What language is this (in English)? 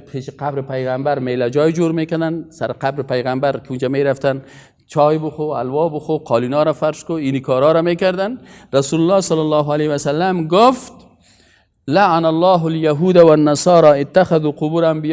Persian